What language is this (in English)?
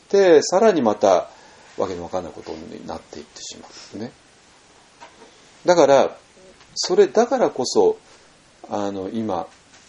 Japanese